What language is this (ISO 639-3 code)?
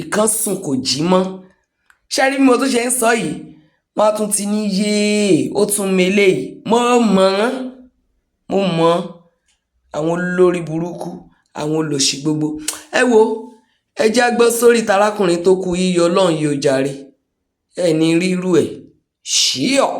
yor